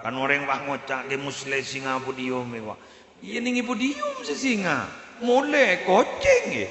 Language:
Madurese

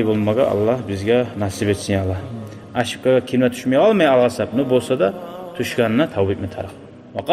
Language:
Kumyk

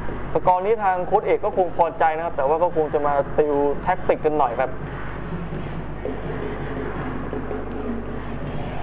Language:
Thai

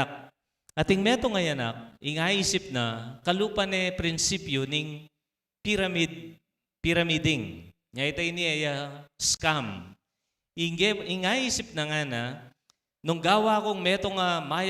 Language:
Pampanga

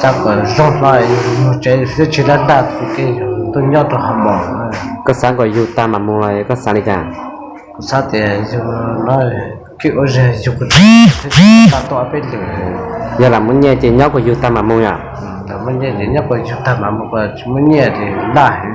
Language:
Hmong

